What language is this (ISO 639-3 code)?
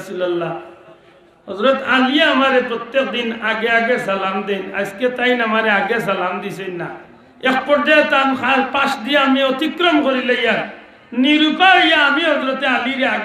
syl